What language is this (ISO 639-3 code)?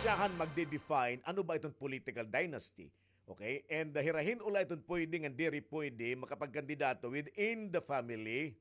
war